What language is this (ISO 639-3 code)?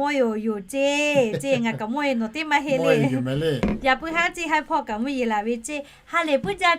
lhu